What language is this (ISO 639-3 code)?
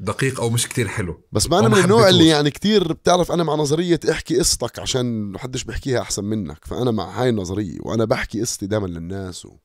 apc